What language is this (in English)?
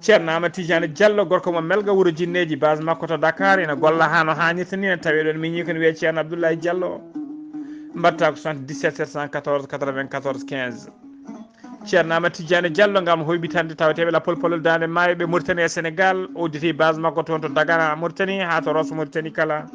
Fula